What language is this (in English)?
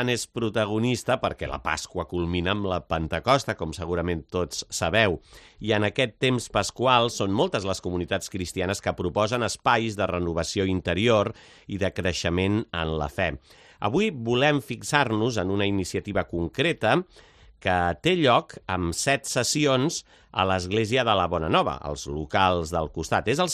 Catalan